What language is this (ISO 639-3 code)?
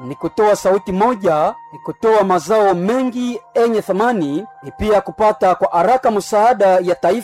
swa